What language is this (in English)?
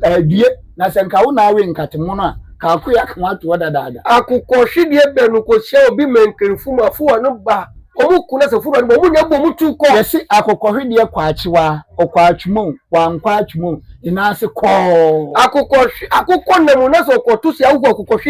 Akan